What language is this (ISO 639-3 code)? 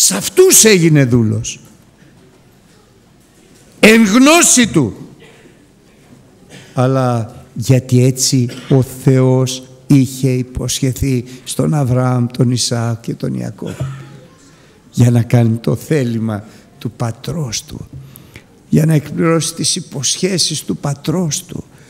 ell